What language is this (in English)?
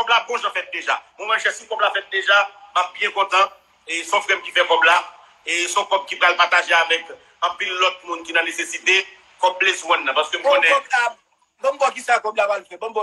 Haitian Creole